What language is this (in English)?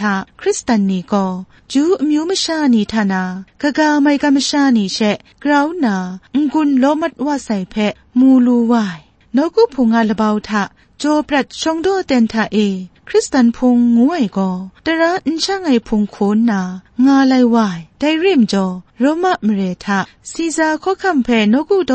Kachin